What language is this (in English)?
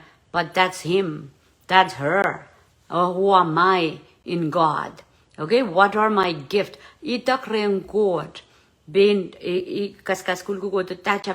Pohnpeian